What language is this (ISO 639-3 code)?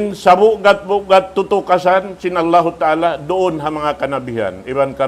tsg